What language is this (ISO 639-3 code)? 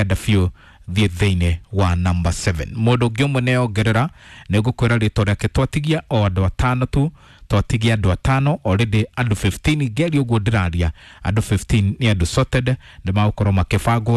kik